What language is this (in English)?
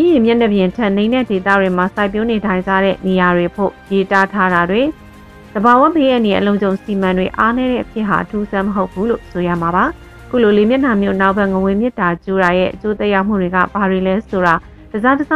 Burmese